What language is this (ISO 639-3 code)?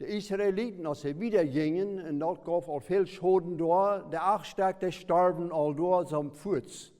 pdt